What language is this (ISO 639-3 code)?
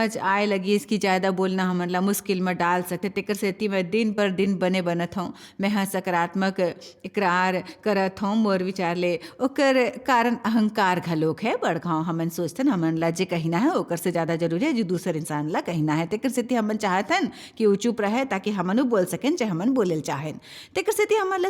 hne